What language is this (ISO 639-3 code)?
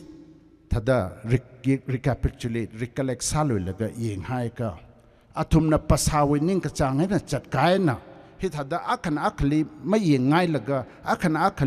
nmf